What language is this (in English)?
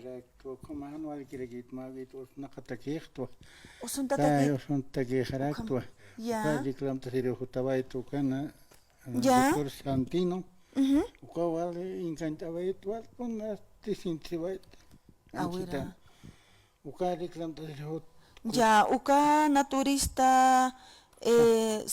Aymara